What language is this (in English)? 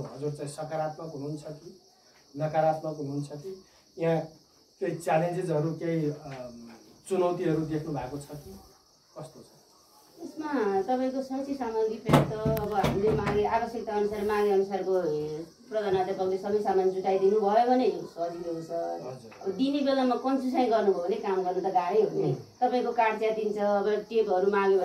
Nepali